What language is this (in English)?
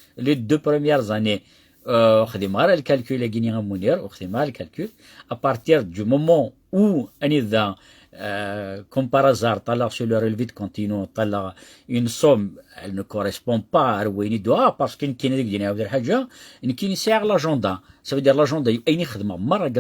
Kabyle